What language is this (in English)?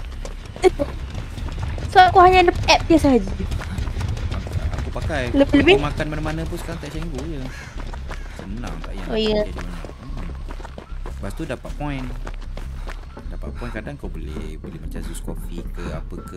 Malay